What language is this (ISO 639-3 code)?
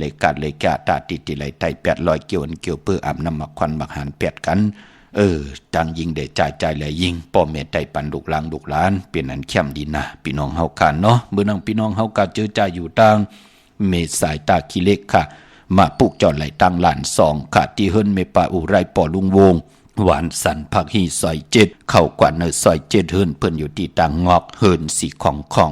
shn